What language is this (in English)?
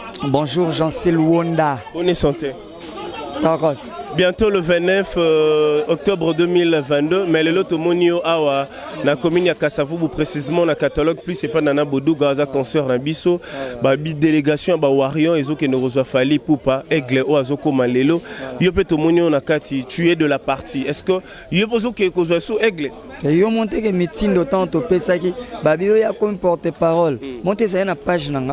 Lingala